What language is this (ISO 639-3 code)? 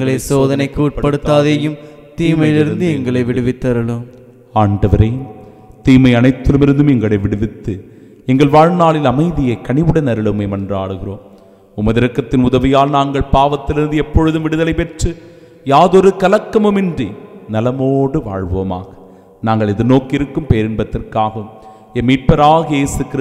tam